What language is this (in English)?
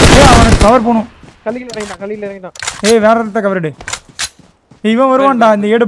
Tamil